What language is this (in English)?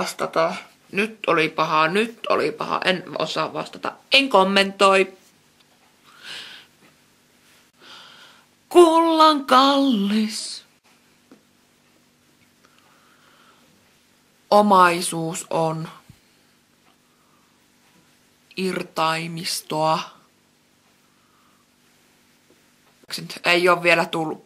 Finnish